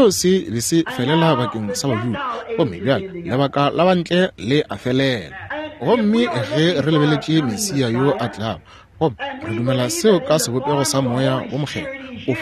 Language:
Northern Sotho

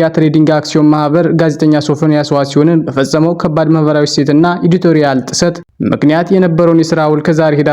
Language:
Amharic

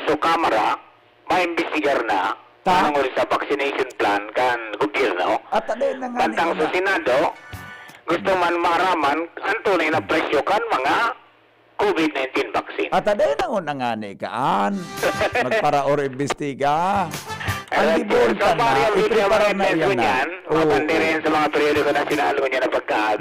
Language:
Bikol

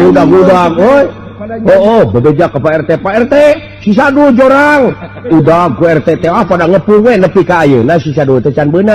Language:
Sundanese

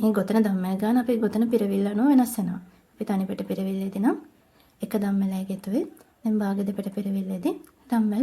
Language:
Sinhala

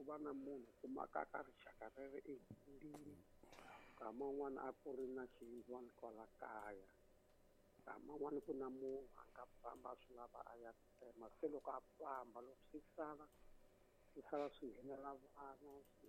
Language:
Tsonga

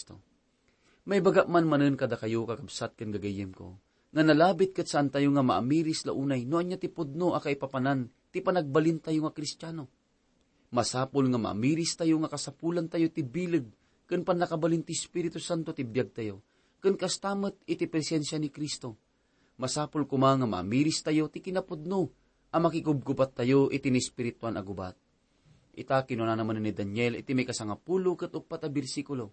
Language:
Iloko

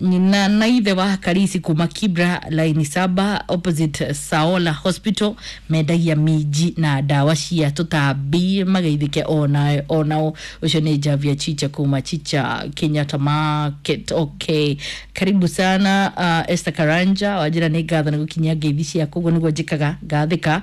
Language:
Kikuyu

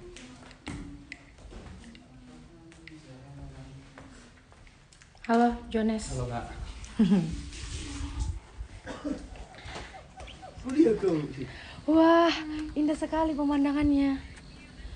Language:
Indonesian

